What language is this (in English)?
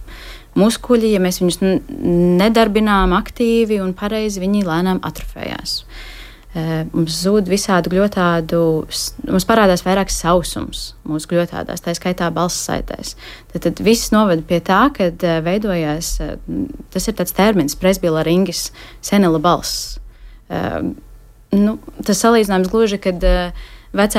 Latvian